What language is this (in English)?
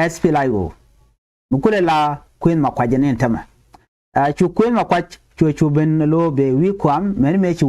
Nuer